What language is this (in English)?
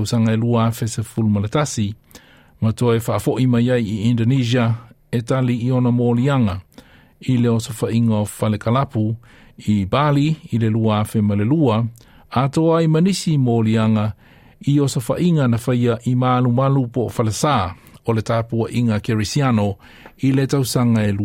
Samoan